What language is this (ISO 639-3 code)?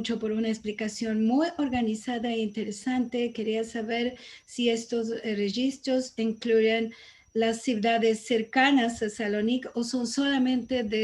lad